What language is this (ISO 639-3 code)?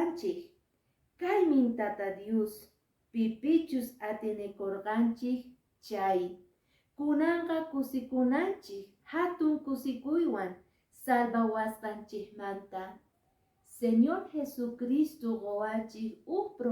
que